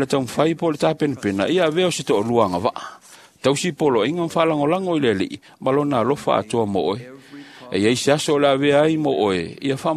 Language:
Samoan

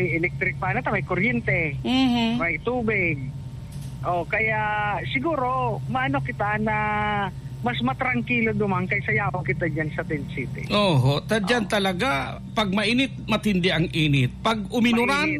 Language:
Bikol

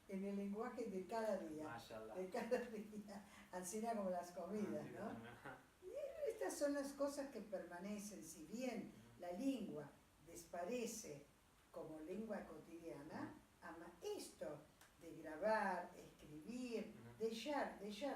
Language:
Ladino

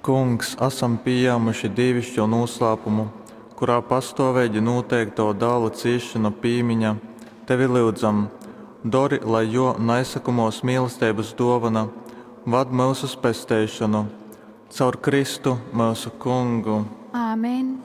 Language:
Latgalian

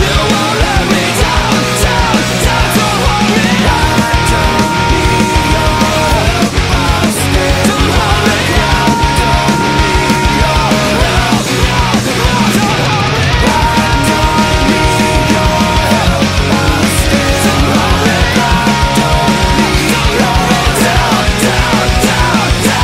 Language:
English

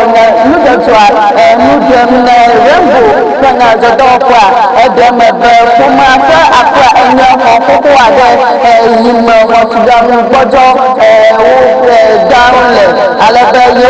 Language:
Ewe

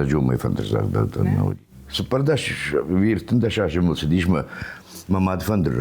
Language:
Ossetic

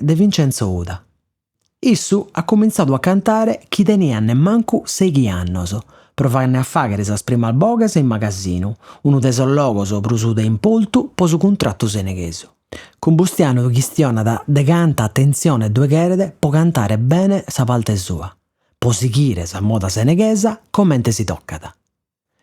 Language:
Sardinian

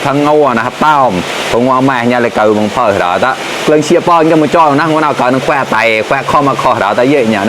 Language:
Mon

